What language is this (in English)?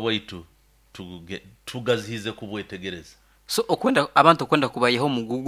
Nyoro